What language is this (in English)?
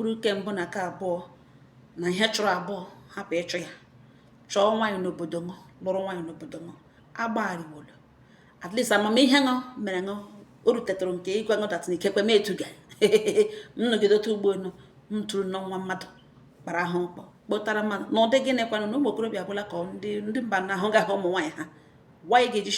Igbo